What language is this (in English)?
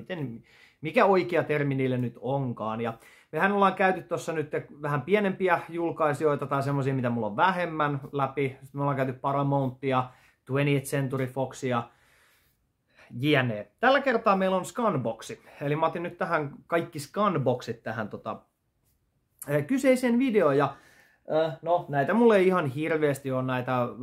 Finnish